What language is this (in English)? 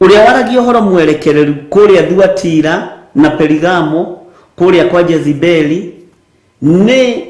Kikuyu